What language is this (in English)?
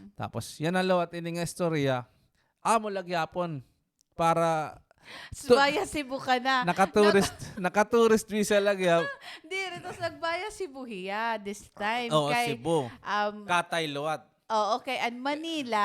Waray